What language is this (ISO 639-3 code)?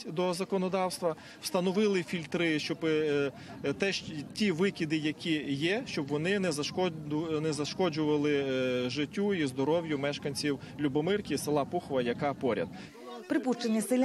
ukr